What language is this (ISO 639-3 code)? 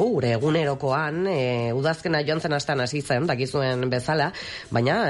eus